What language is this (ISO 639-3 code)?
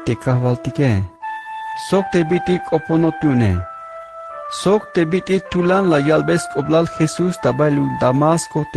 tzh